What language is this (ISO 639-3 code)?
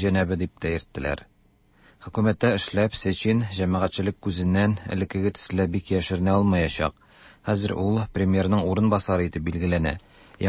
tat